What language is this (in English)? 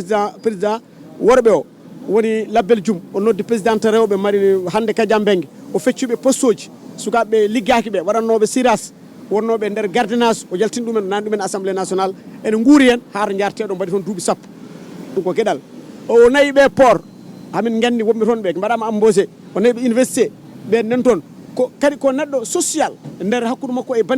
Fula